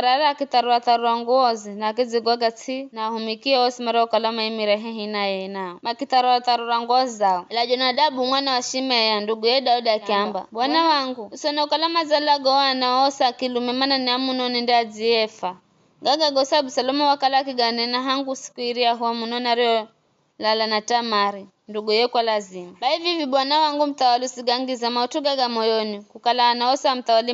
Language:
Giryama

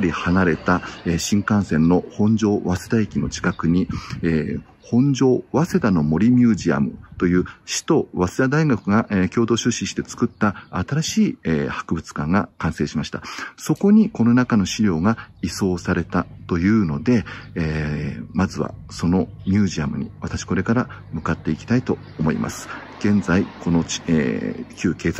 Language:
Japanese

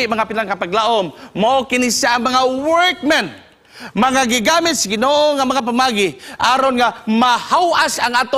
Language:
Cebuano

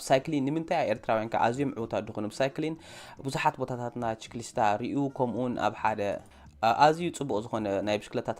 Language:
Tigrinya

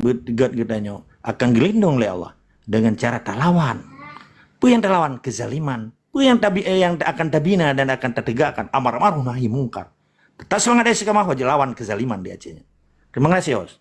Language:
Achinese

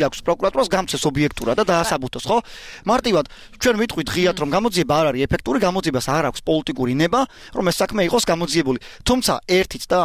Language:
Georgian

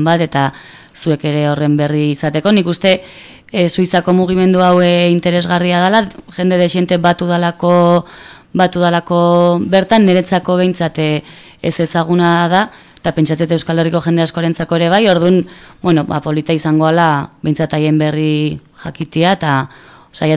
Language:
Basque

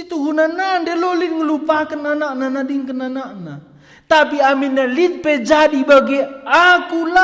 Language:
Batak Karo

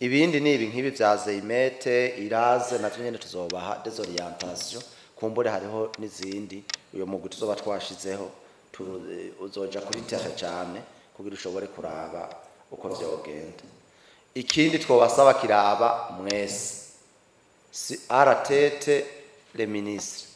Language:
Rundi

